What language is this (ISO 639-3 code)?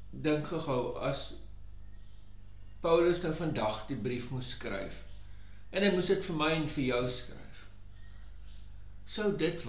afr